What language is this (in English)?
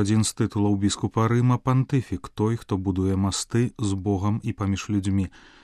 Belarusian